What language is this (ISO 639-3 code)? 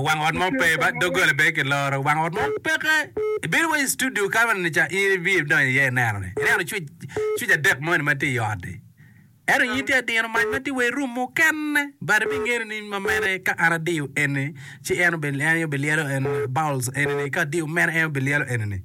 ach